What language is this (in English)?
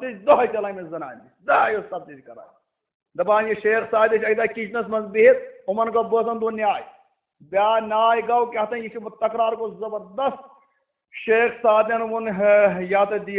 Kashmiri